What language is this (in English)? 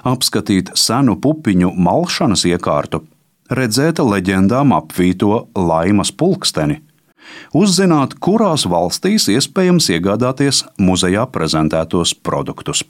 Latvian